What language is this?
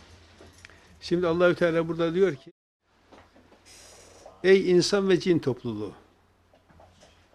Turkish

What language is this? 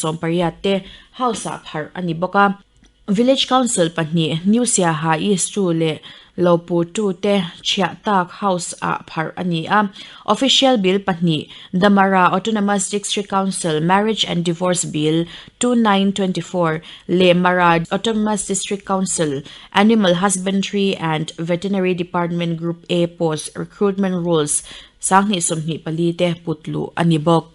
Mizo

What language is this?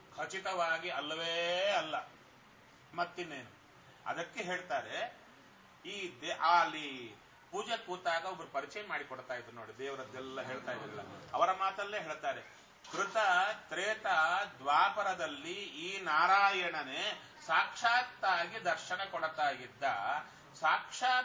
Kannada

